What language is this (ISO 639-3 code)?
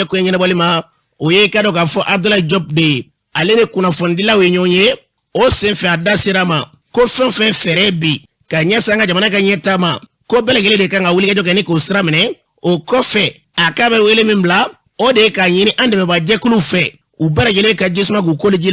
bam